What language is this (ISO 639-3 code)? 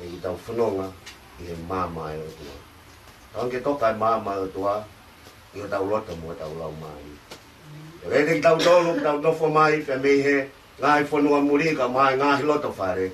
ton